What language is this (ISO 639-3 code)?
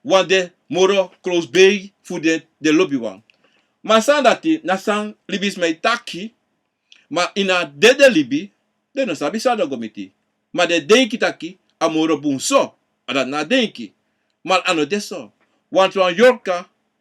srn